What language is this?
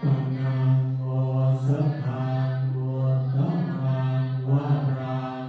Pali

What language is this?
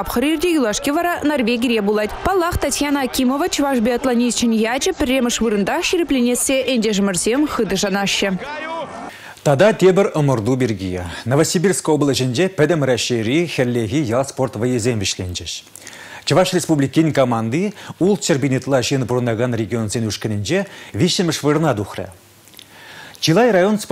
Chuvash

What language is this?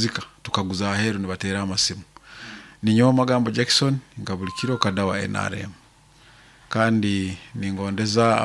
Nyankole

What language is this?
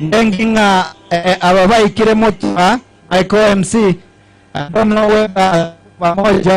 Gusii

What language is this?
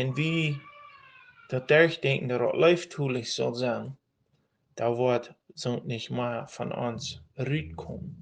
Plautdietsch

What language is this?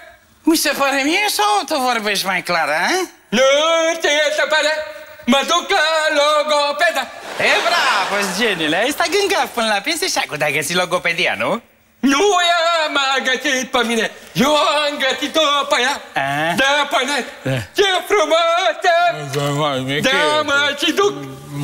Romanian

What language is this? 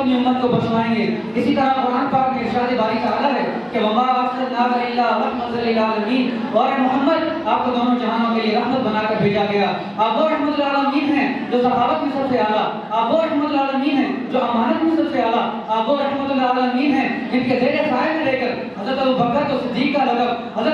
Urdu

